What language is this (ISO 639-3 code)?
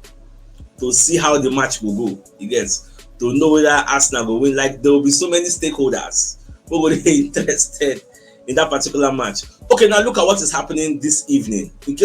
pcm